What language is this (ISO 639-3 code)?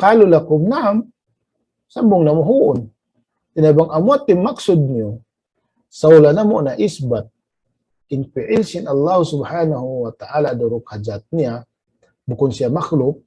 tsg